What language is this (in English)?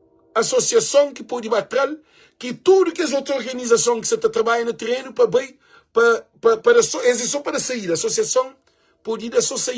Kabuverdianu